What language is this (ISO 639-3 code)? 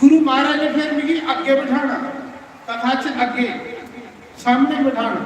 doi